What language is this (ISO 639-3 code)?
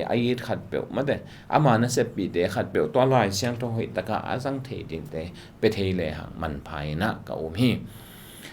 ctd